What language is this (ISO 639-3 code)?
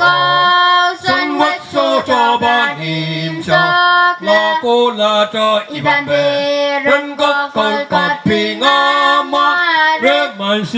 pon